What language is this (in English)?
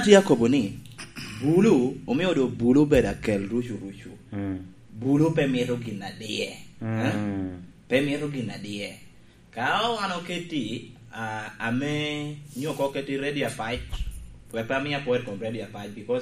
Lango (Uganda)